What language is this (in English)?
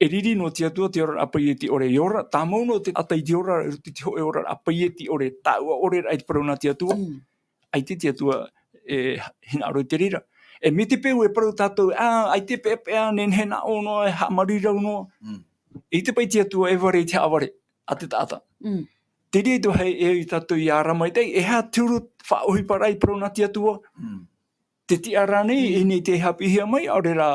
Tahitian